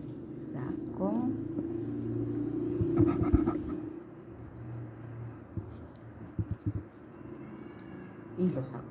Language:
Spanish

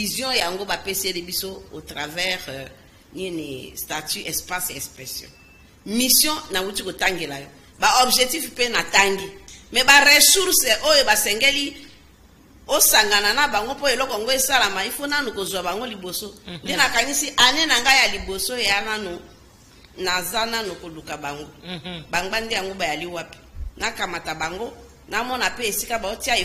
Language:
Lingala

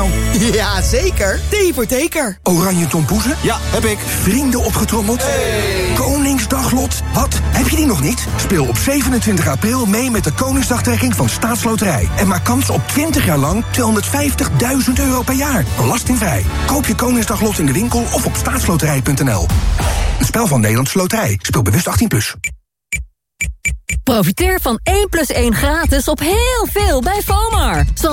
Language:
Dutch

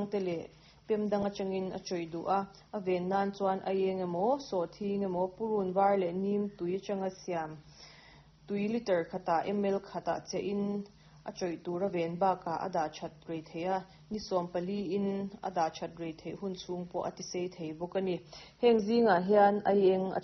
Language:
Mizo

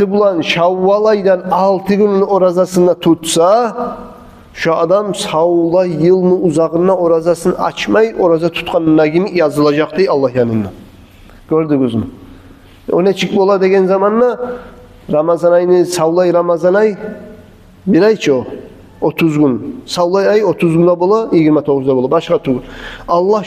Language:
Kumyk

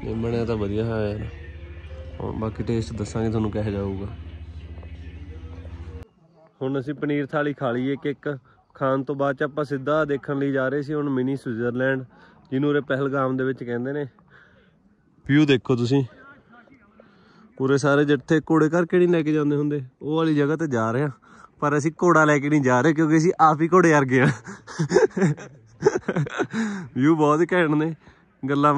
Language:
Punjabi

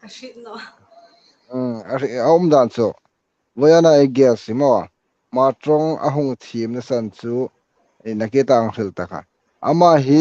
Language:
Hmar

